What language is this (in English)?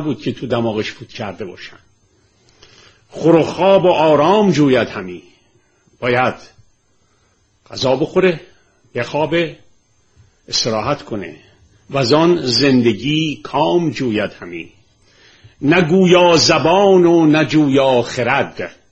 Persian